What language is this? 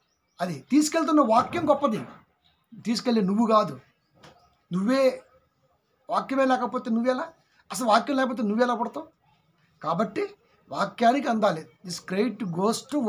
Telugu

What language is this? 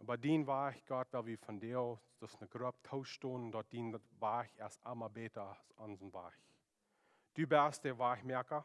Plautdietsch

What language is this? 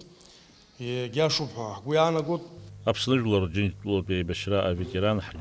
Abkhazian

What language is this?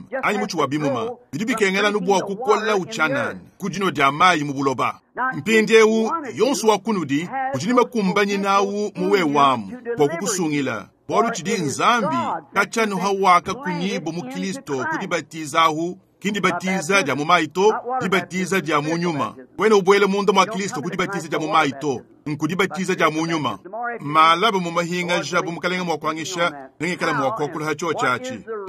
Luba-Lulua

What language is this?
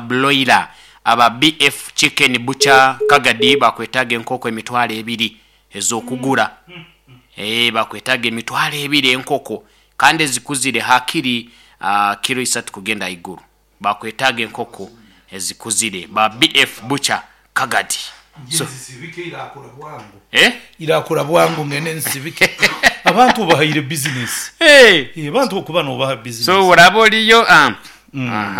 Nyoro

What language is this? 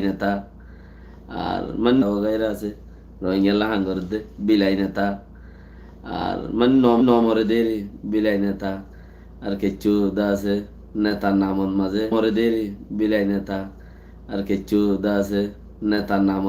Rohingya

